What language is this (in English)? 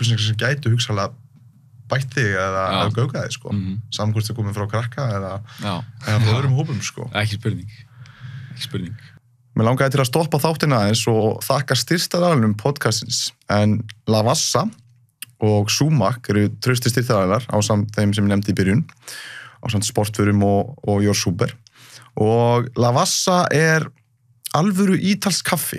Icelandic